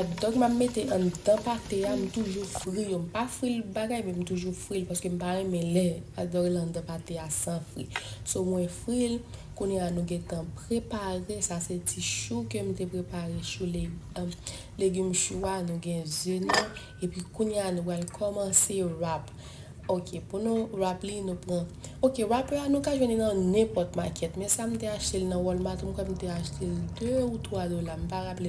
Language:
Haitian Creole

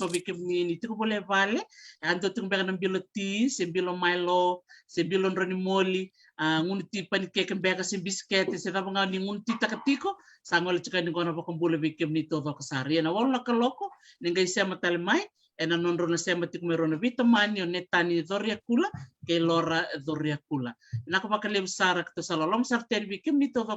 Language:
Fijian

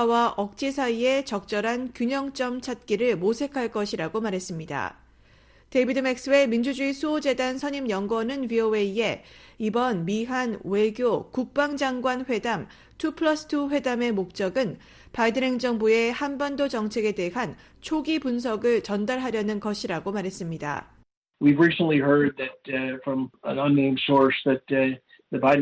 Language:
Korean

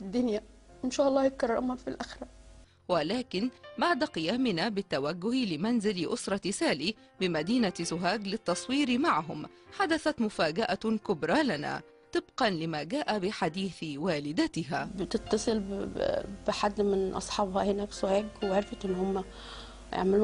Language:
Egyptian Arabic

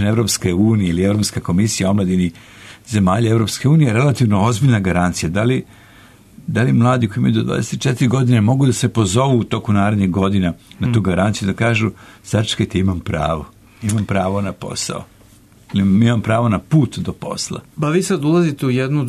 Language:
Serbian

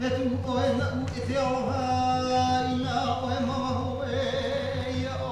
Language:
Hawaiian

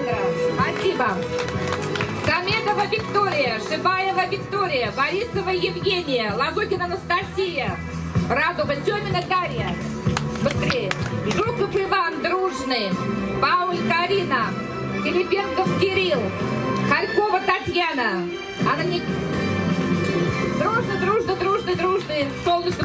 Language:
Russian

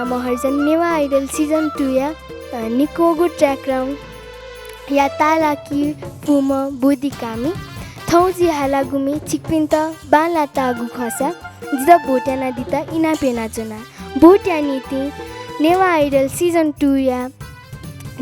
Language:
Newari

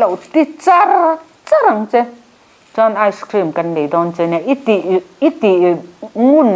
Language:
Mizo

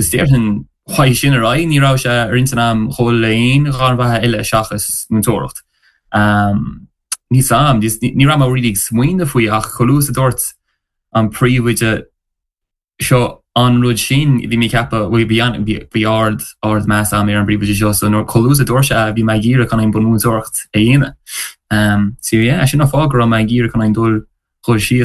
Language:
Irish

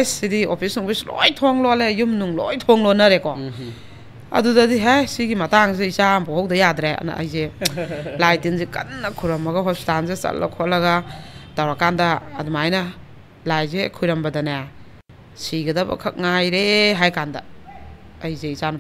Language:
Manipuri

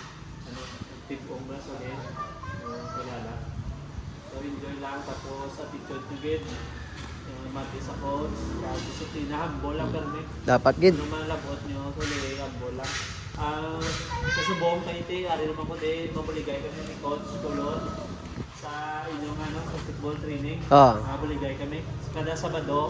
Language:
Hiligaynon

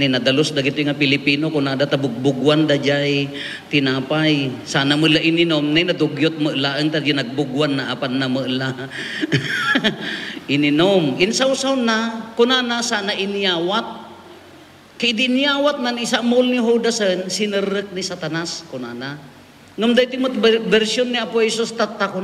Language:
Iloko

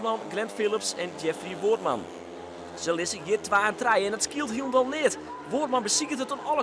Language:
Western Frisian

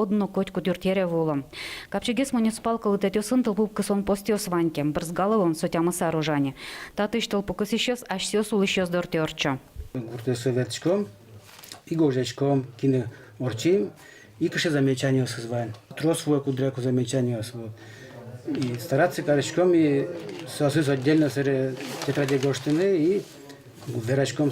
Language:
Udmurt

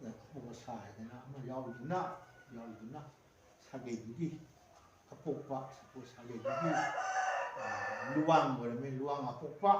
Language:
Manipuri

